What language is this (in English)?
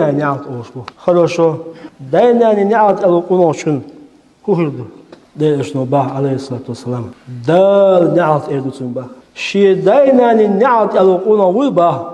Chechen